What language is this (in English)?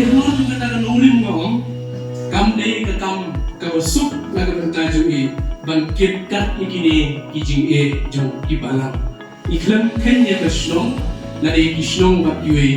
Khasi